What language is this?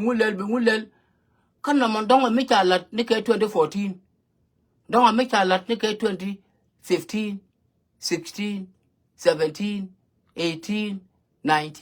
Nuer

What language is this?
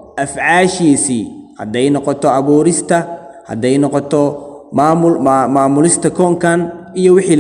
Somali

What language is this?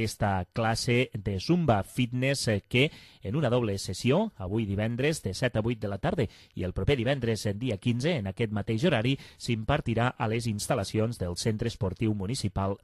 Catalan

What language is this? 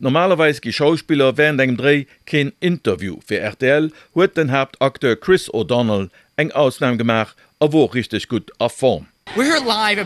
Luxembourgish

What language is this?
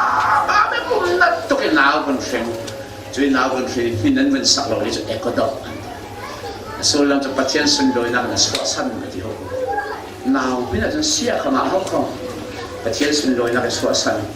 Falam Chin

